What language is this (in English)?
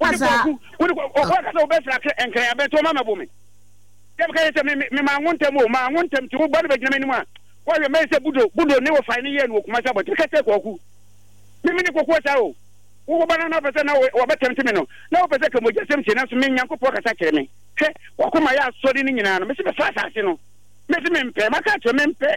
Akan